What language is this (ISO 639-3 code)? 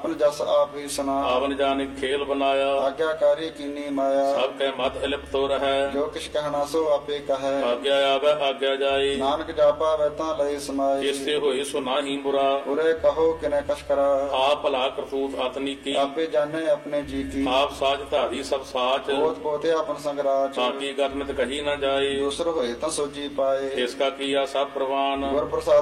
pan